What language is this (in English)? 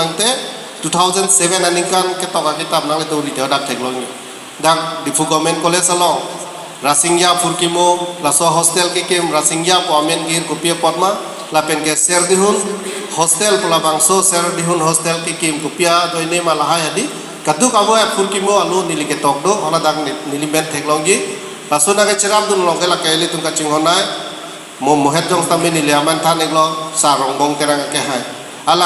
Karbi